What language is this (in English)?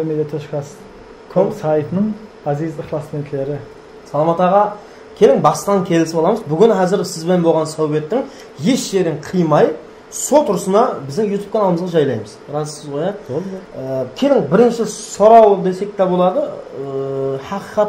Kara-Kalpak